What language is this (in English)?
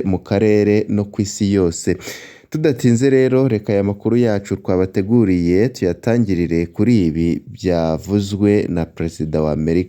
Kinyarwanda